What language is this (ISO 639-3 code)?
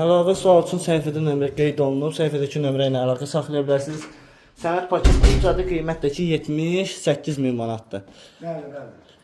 aze